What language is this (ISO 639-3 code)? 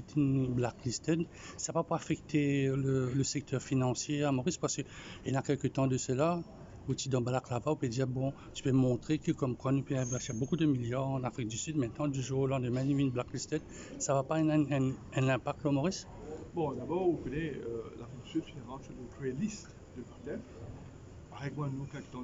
mfe